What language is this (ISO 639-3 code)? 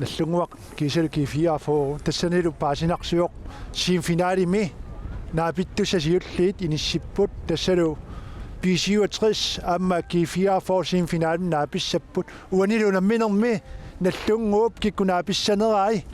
kal